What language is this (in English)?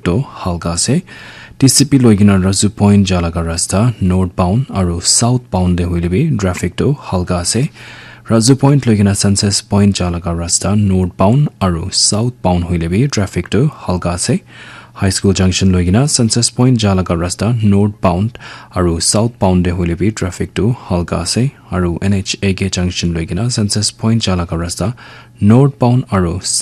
Naga Pidgin